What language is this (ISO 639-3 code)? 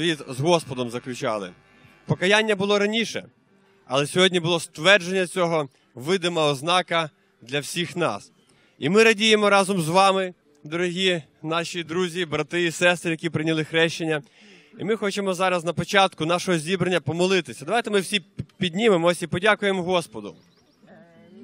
ukr